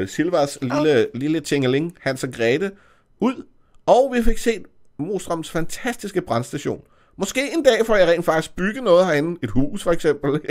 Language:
Danish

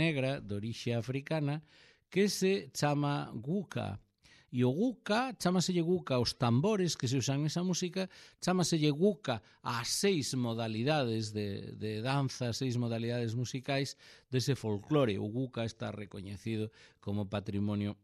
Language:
Galician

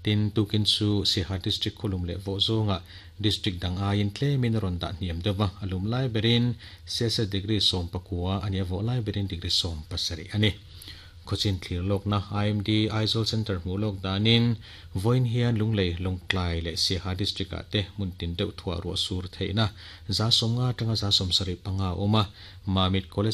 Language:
Mizo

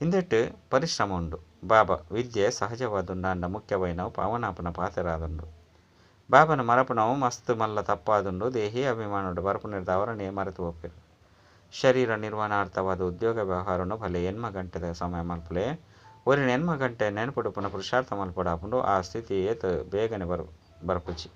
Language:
Tulu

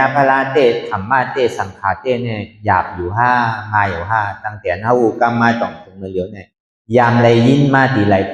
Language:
Shan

